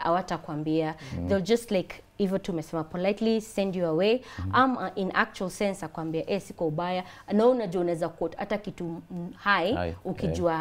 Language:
Swahili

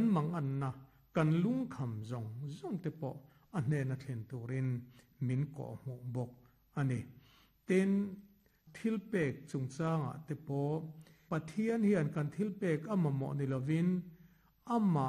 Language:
Mizo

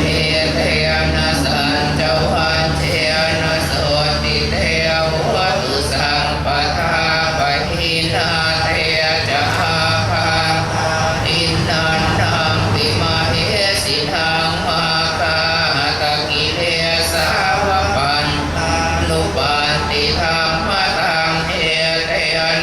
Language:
Pali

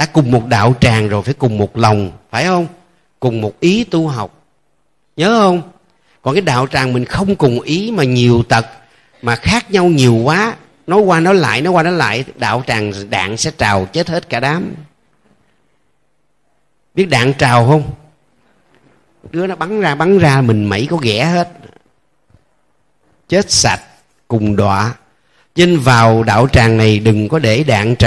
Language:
Vietnamese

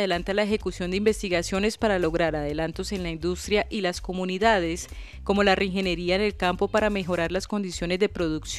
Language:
Spanish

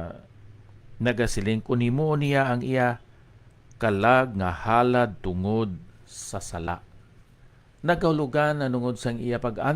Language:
Hiligaynon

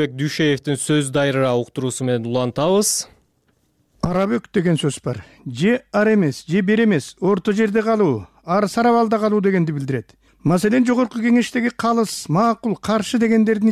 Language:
Kyrgyz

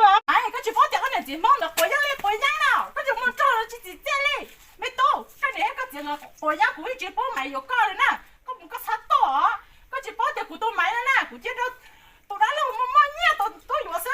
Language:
Hmong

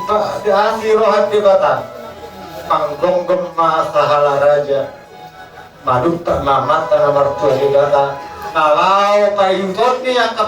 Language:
Batak Toba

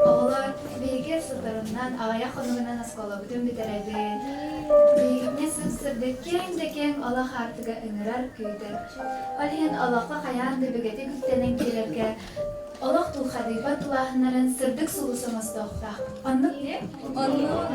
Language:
Yakut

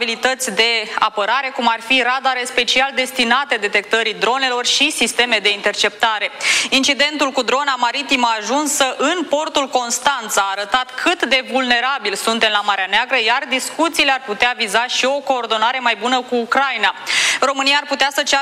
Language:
Romanian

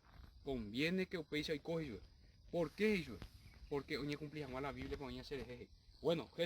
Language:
Guarani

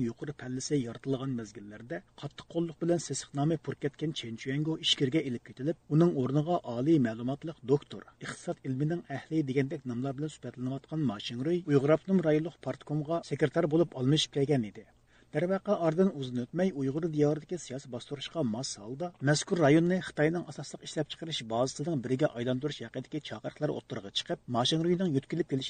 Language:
Uyghur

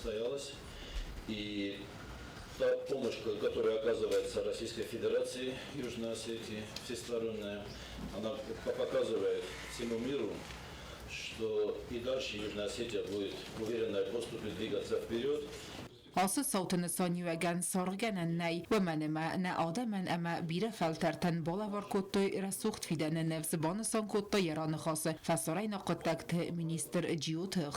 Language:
Ossetic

